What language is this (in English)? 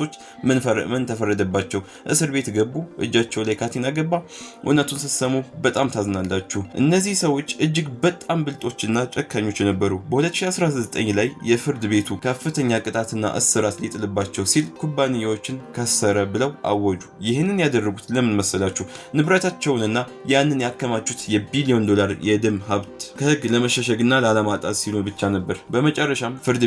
Amharic